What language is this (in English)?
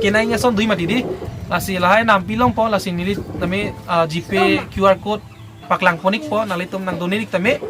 Karbi